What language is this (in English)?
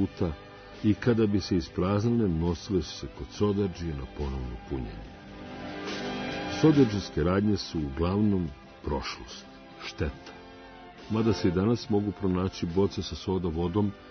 Serbian